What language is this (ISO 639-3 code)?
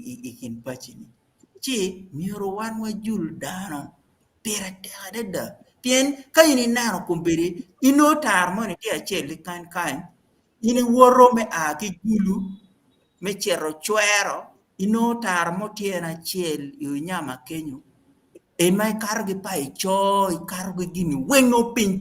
ach